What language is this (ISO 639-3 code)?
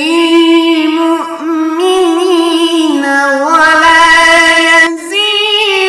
fas